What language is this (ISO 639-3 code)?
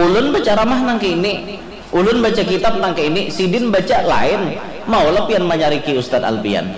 bjn